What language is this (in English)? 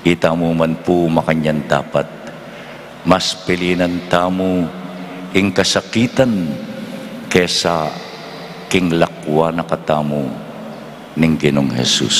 Pampanga